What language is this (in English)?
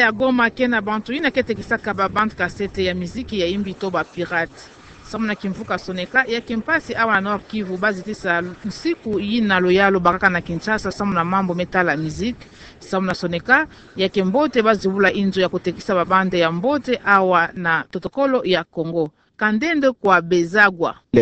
Kituba (Democratic Republic of Congo)